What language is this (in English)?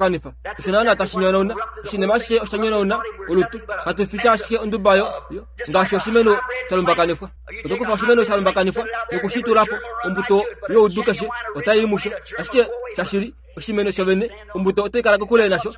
Kuanyama